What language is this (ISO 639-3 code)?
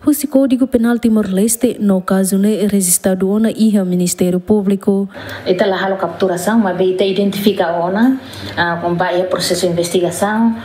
tet